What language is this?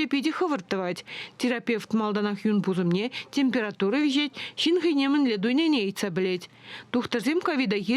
Chuvash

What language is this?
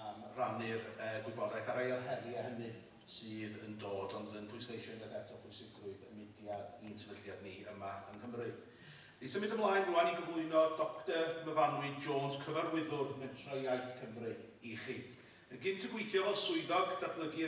Welsh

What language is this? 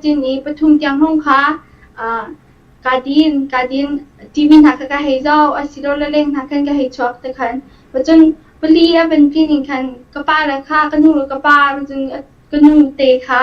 Hakha Chin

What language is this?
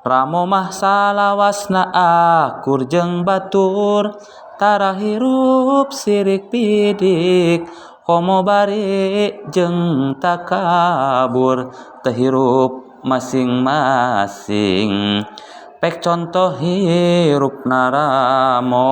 Sundanese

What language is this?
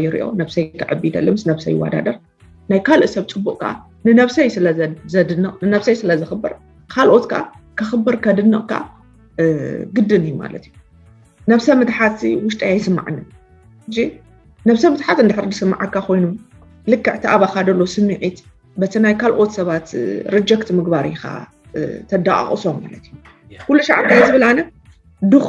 Tigrinya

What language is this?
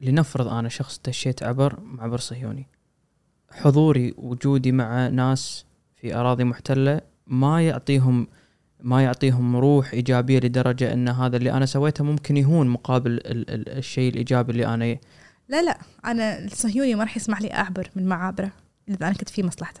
Gulf Arabic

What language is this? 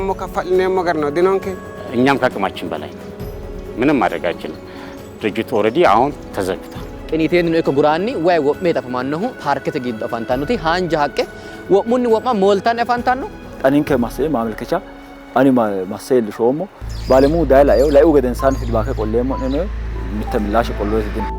Sidamo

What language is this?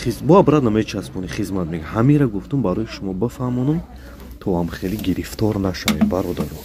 Tajik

